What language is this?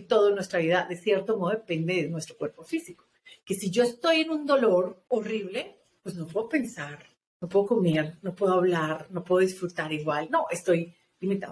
Spanish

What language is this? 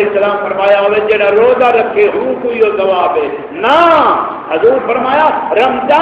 Saraiki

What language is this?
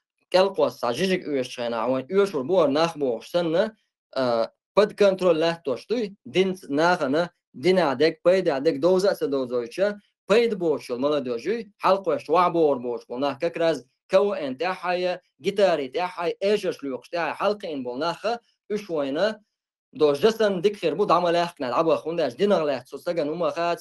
Chechen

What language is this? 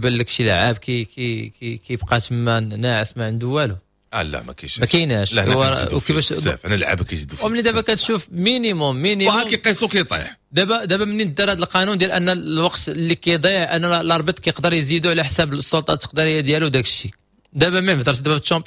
Moroccan Arabic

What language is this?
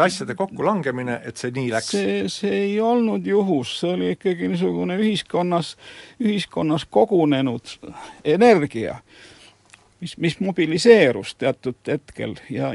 Estonian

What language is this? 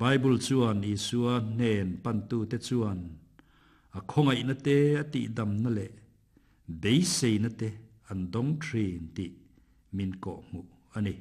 Mizo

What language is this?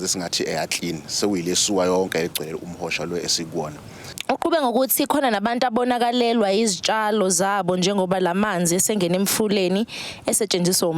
Zulu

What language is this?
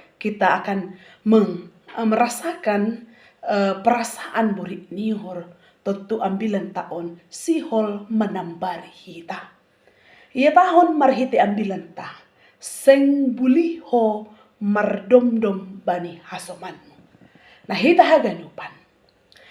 Batak Simalungun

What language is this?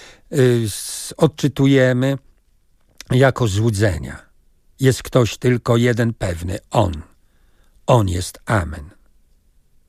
Polish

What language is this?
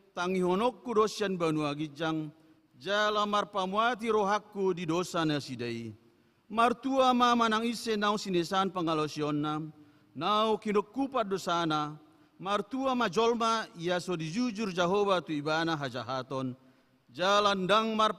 Batak Toba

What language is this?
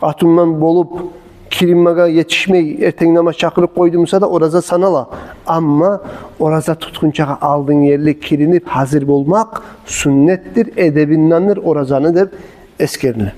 Kumyk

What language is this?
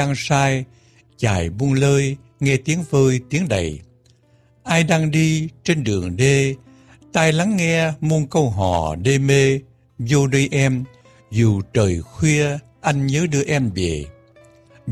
Vietnamese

